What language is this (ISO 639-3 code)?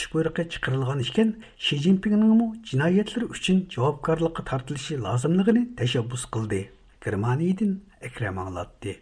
uig